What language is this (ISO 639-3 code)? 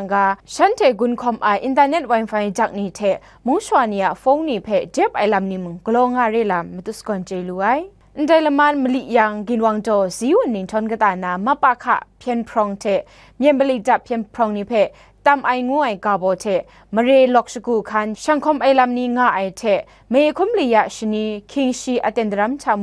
kac